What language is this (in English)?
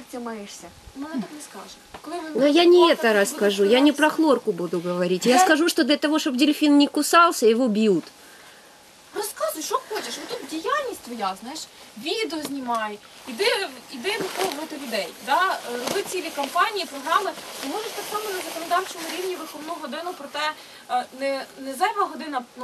Ukrainian